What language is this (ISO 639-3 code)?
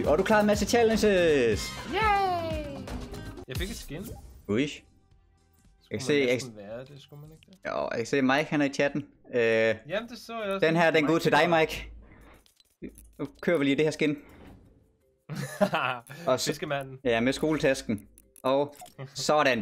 dan